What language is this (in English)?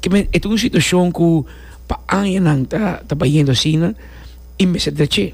Papiamento